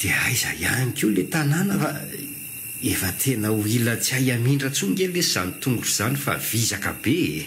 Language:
Malagasy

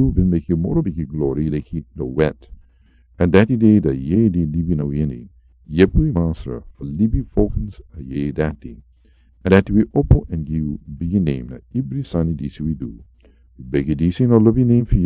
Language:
Sranan Tongo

